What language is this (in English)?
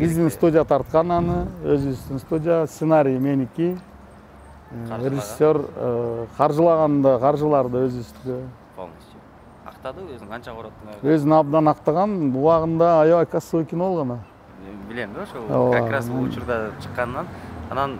Kyrgyz